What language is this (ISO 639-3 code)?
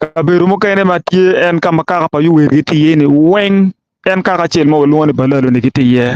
ach